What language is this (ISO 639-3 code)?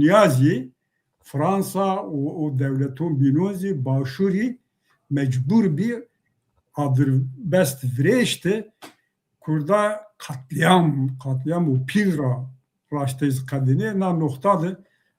zza